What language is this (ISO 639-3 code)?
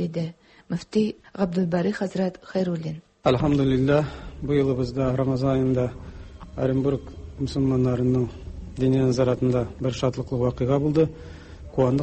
tat